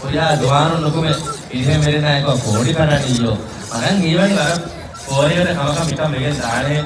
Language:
Divehi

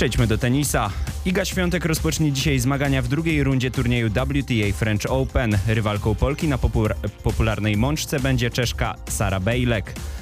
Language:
Polish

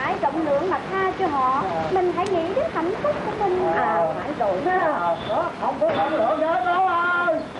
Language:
Vietnamese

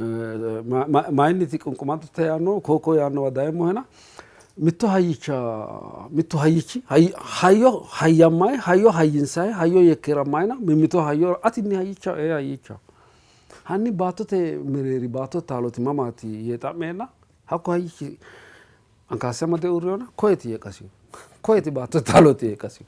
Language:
Sidamo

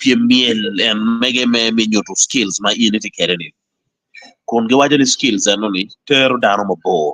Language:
Acoli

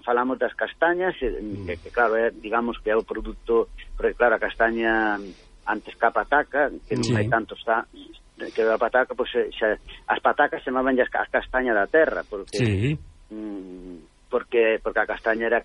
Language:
Galician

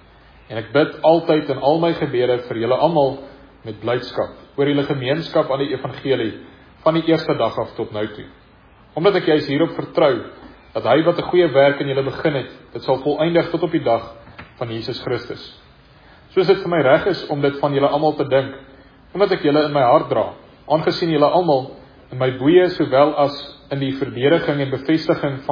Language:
Afrikaans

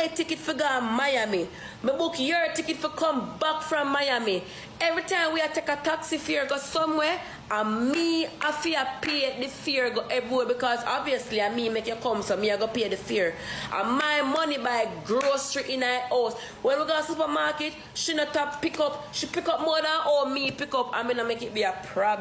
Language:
Jamaican Creole English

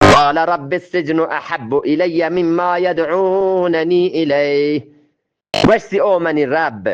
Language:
Eastern Balochi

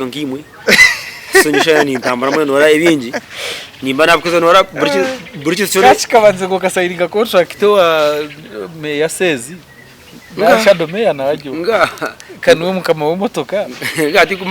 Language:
Nyankole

